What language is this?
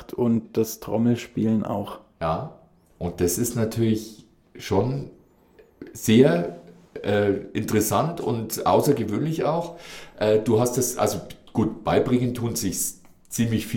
German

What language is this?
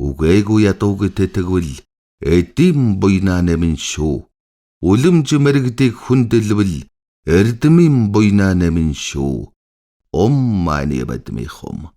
Mongolian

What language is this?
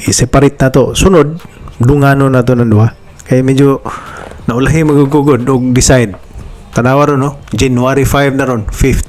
Cebuano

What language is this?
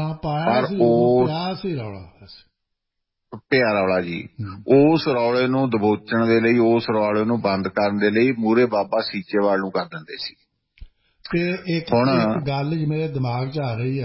Punjabi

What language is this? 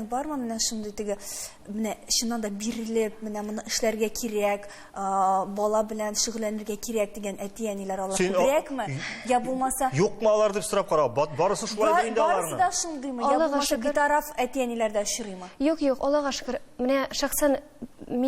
Tatar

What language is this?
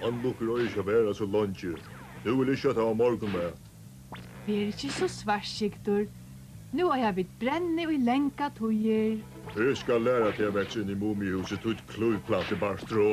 Faroese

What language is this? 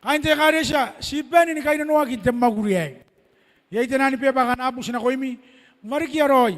Gilbertese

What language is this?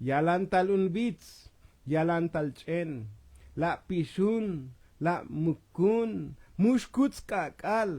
Tzotzil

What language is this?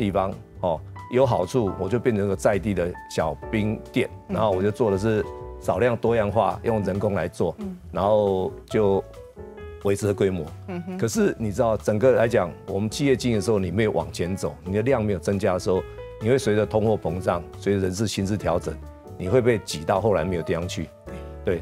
Chinese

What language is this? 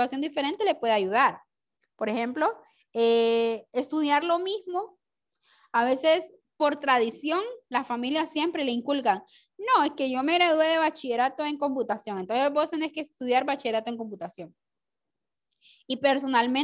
Spanish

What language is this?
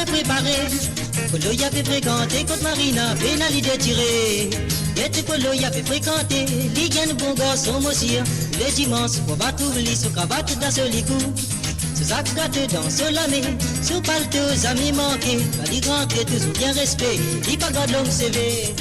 Morisyen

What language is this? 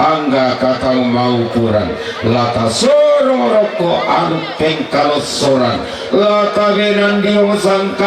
Toraja-Sa'dan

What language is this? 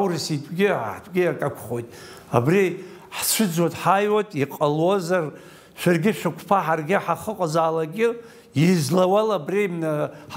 Abkhazian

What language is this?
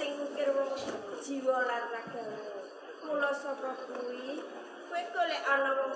Javanese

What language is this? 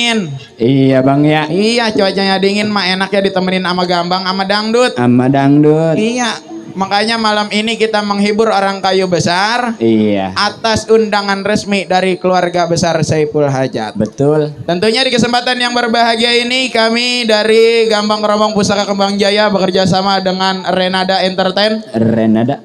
Betawi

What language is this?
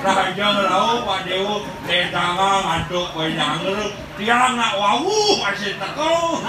Balinese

